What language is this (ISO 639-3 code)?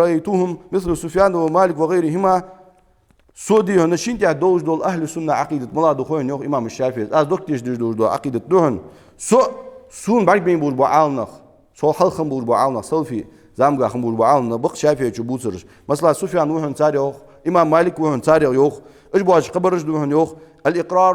inh